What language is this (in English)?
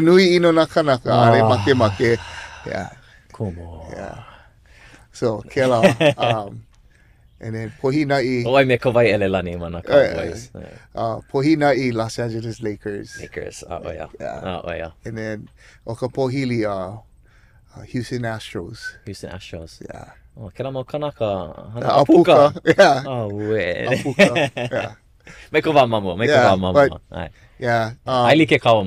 Hawaiian